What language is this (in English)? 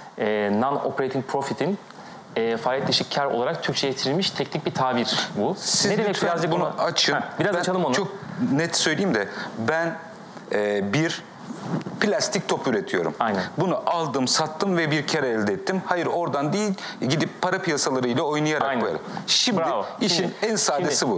Turkish